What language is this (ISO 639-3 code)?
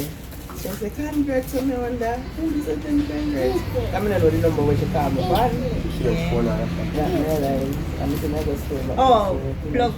jam